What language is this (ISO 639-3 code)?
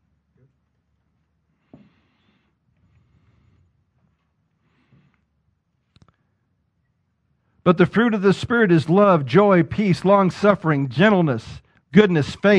eng